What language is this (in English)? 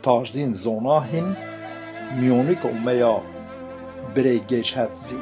Zaza